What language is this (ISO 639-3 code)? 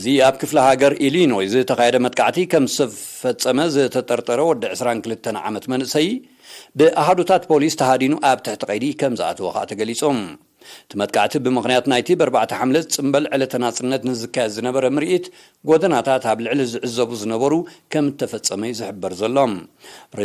tir